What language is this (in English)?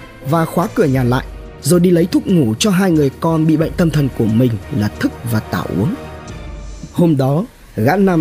Vietnamese